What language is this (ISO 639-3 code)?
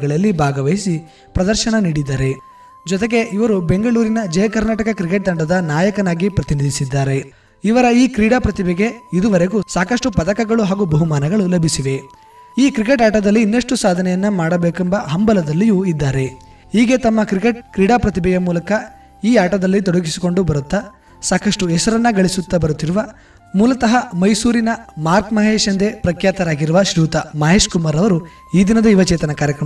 kan